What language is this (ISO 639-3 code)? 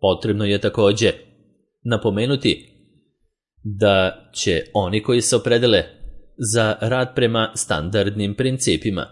srp